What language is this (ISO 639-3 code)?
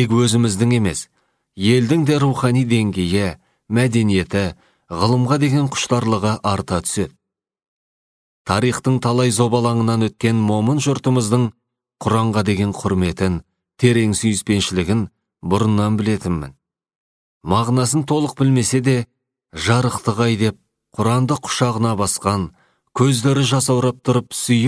kaz